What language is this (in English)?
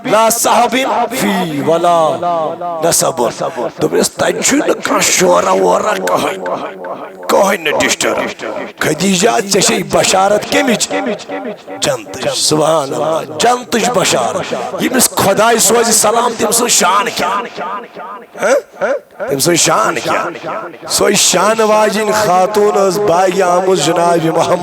Kashmiri